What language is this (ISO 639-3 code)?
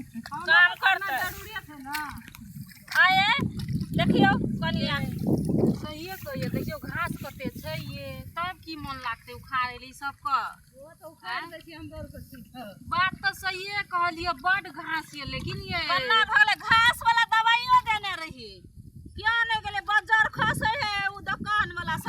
mai